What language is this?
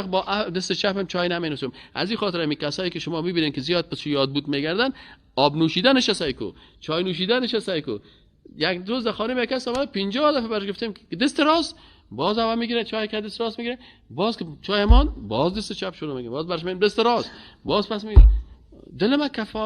Persian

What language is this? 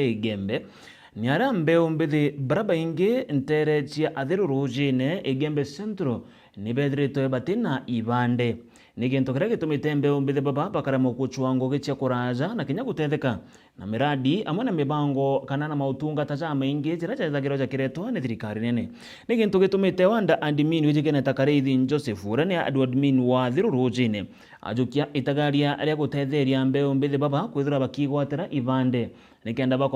Meru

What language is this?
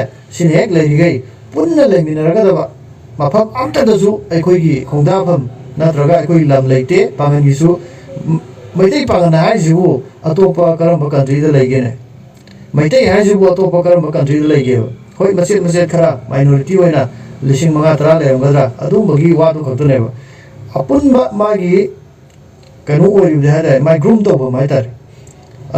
Manipuri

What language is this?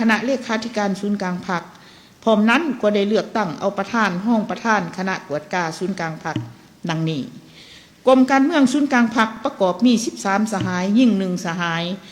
Lao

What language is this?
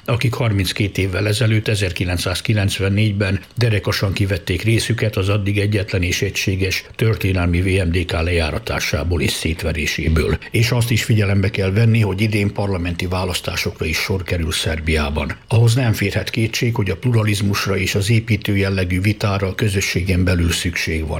Hungarian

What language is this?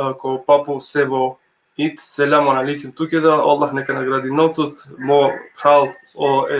Balkan Romani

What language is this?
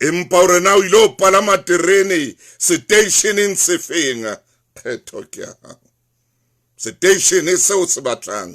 Southern Sotho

